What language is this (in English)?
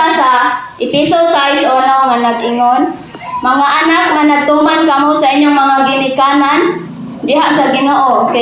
Cebuano